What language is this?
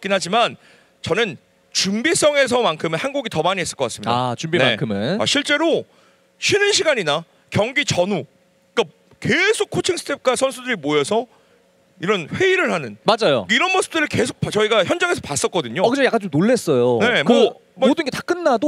Korean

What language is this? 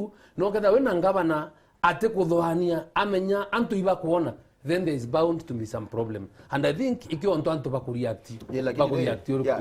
Meru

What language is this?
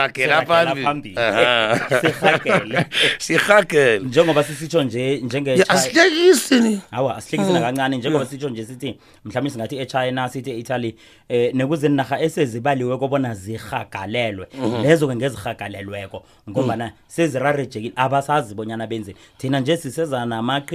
South Ndebele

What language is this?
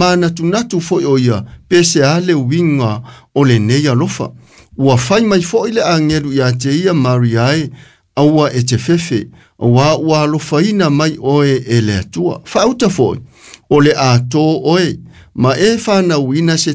Samoan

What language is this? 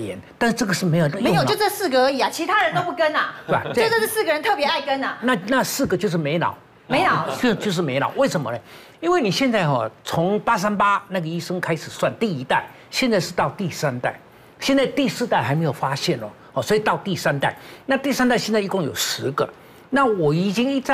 Chinese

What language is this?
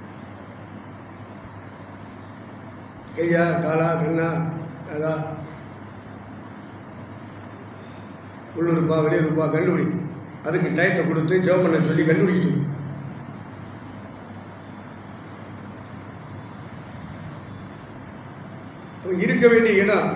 Tamil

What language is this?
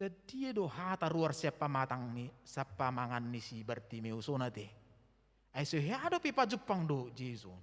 Batak Toba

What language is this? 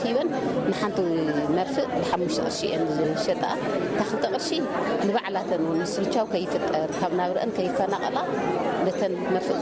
Tigrinya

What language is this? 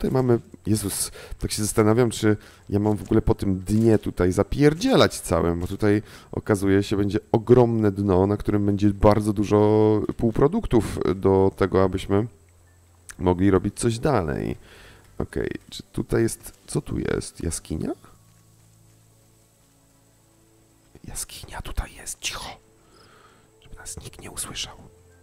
Polish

